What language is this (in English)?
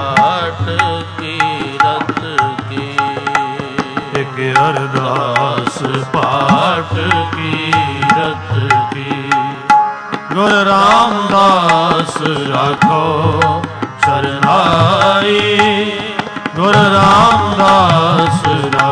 Punjabi